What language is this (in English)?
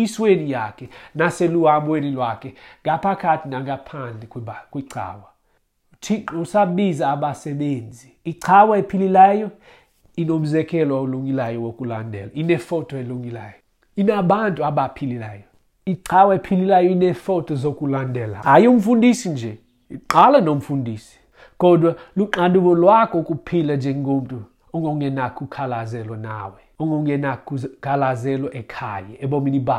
Xhosa